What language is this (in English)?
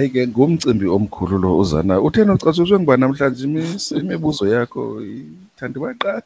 Xhosa